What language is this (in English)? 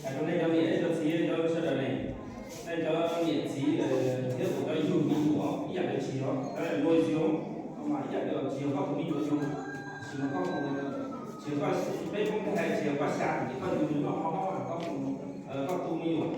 Hmong